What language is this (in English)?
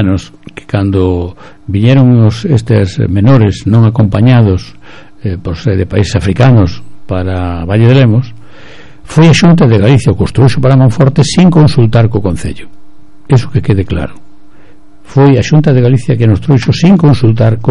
Galician